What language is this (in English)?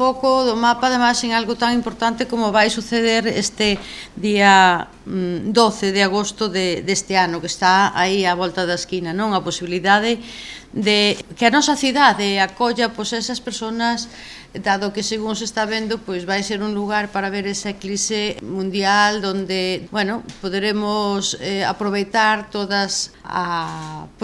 Galician